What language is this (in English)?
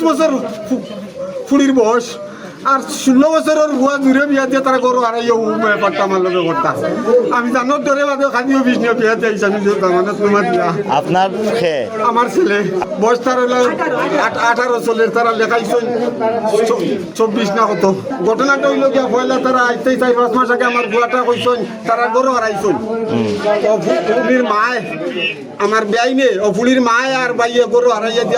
Sylheti